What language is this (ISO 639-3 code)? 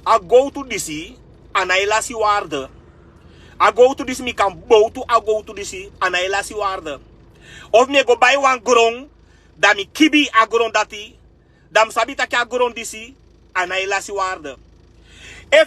srn